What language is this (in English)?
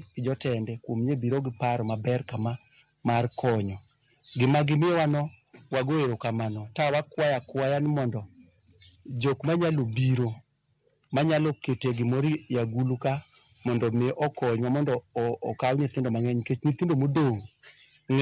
Luo (Kenya and Tanzania)